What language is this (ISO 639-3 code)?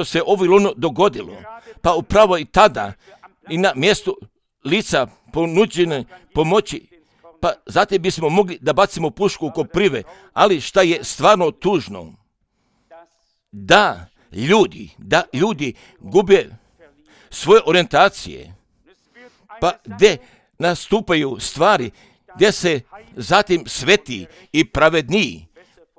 hrv